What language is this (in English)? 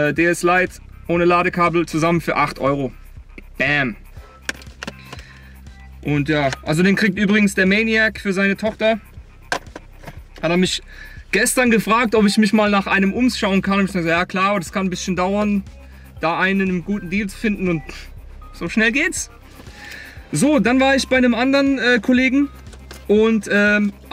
German